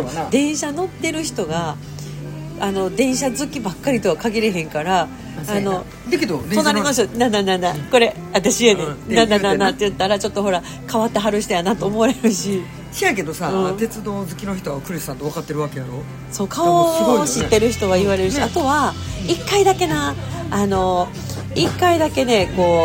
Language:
Japanese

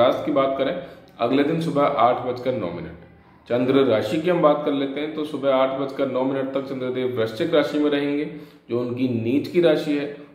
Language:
Hindi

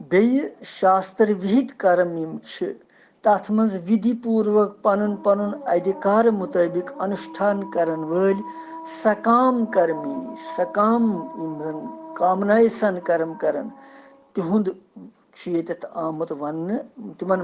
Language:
Kashmiri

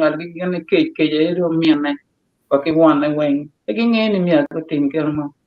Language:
Acoli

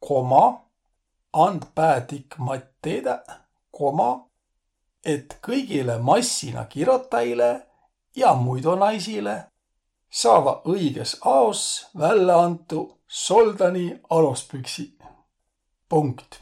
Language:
Võro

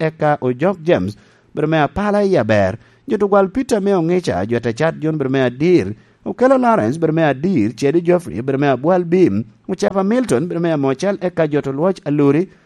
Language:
Lango (Uganda)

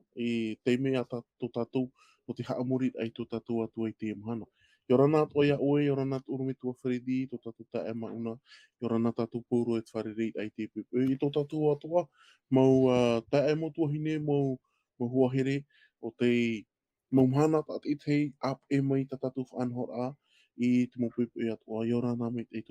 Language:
Tahitian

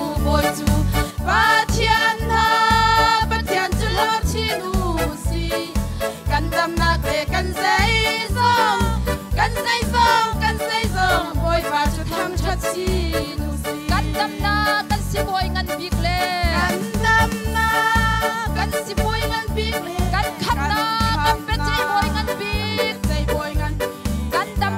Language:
Hakha Chin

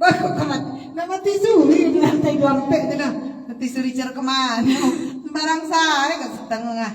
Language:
Minangkabau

